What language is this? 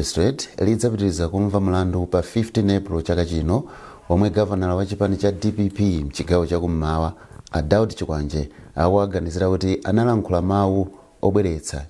Nyanja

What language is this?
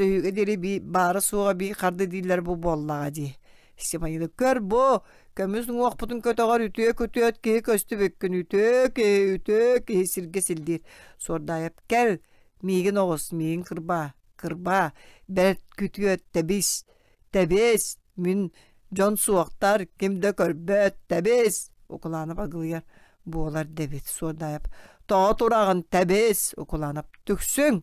Yakut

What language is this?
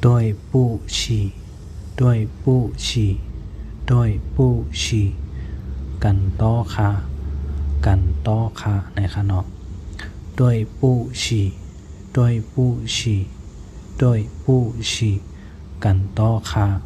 Shan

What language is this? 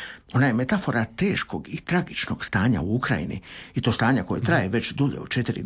Croatian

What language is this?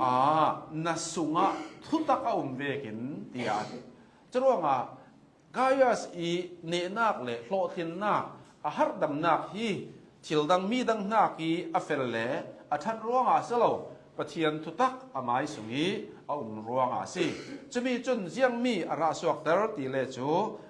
Hakha Chin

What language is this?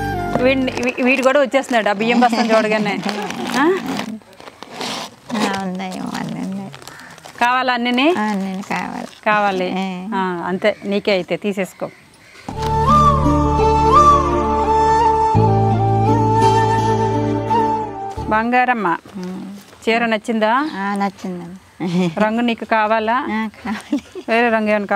Telugu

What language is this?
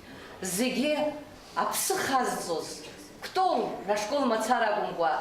Abkhazian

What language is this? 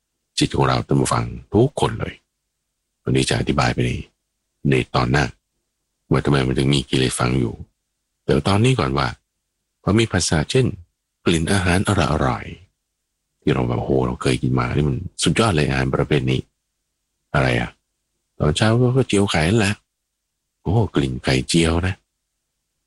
Thai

